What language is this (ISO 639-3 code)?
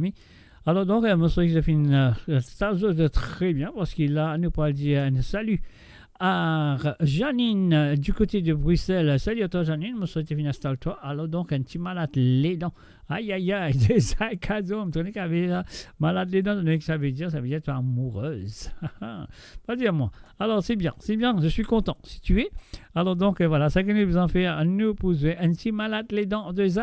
mfe